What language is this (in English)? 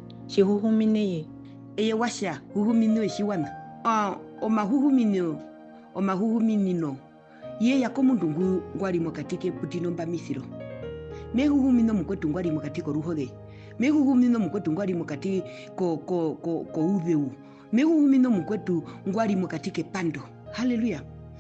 Herero